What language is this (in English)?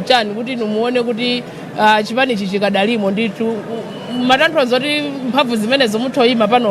Nyanja